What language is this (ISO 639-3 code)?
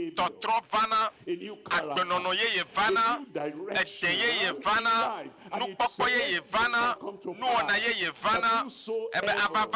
ewe